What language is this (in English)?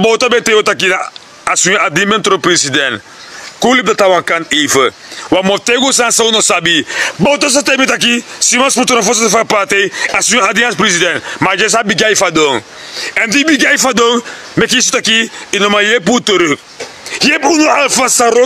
Sranan Tongo